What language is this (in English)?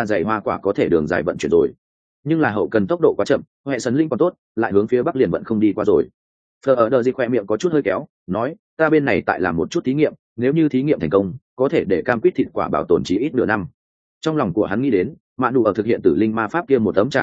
Vietnamese